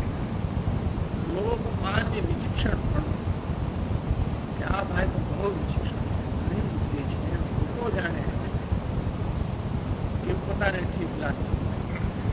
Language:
Gujarati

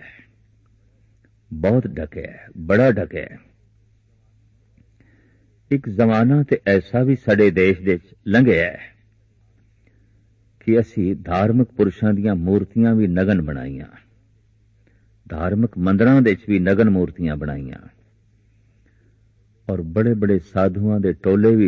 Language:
Punjabi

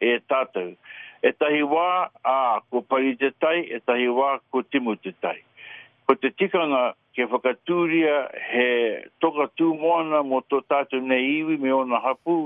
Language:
Māori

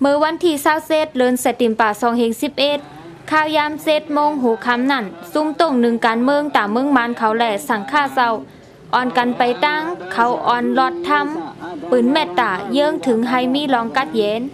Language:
Shan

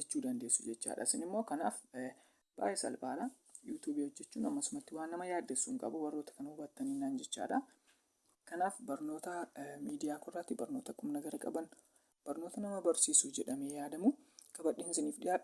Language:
Oromo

